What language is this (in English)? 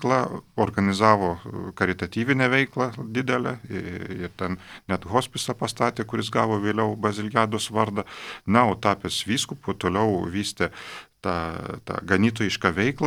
Lithuanian